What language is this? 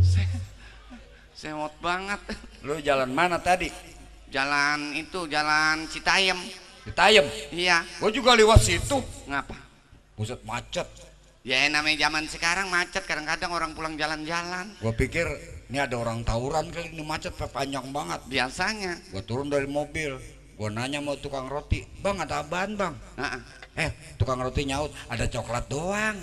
Betawi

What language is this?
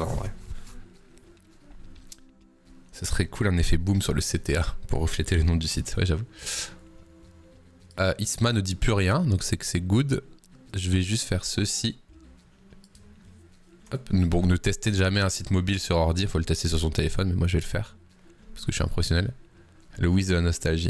French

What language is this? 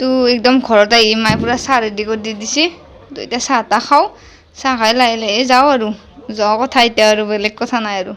Assamese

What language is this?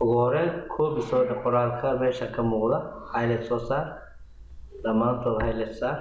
Somali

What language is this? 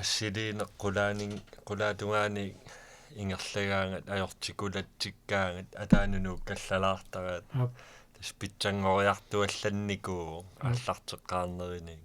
Kalaallisut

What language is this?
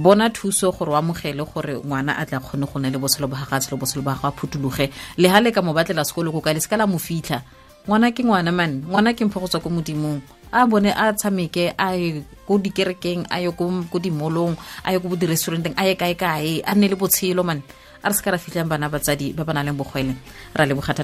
Tswana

